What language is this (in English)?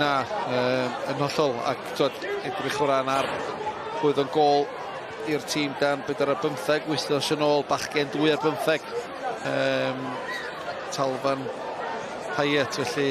Welsh